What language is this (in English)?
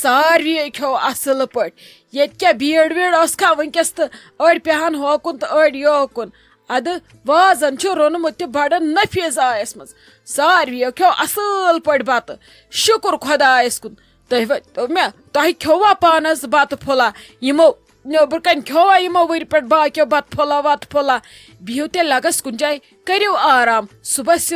Kashmiri